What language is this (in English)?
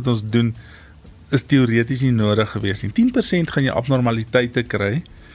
Afrikaans